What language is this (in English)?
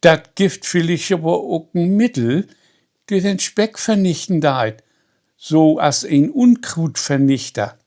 Low German